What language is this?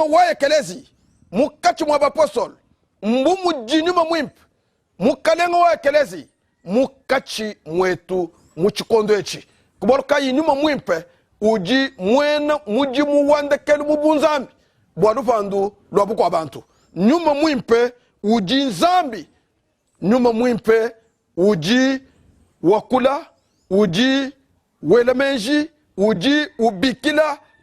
Luba-Lulua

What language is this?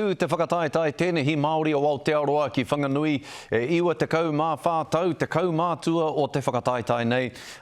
Māori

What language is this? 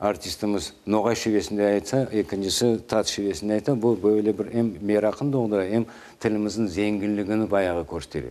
Crimean Tatar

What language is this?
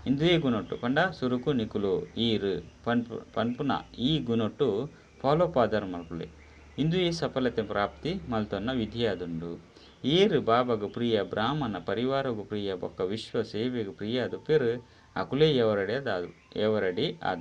Tulu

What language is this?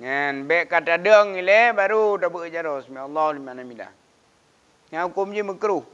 Achinese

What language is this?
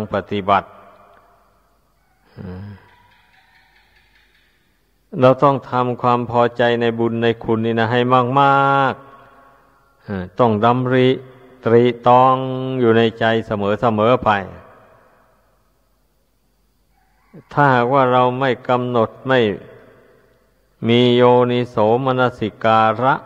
Thai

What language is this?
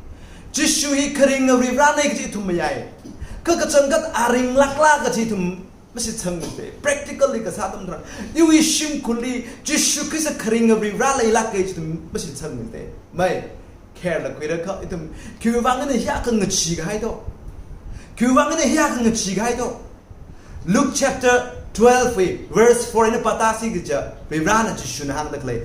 Tangkhul Naga (India)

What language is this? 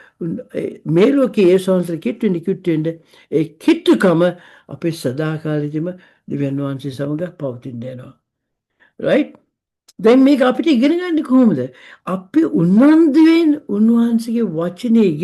Sinhala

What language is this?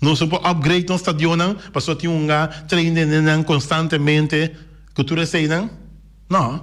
Papiamento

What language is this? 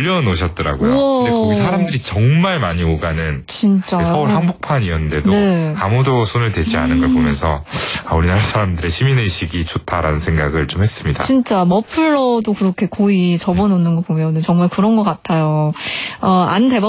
Korean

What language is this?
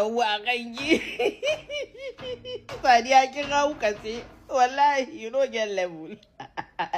Hausa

